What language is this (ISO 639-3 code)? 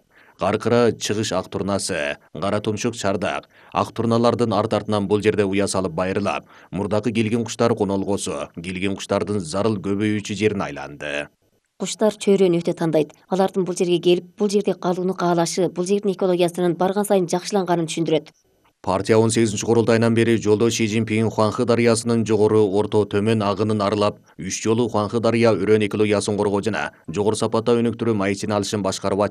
kir